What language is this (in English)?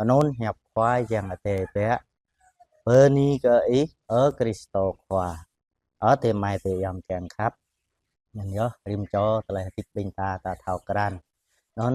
Jarai